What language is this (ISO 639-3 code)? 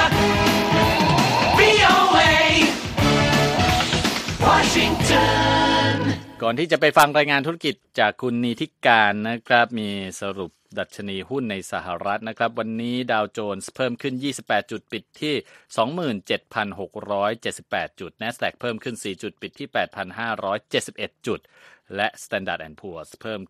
tha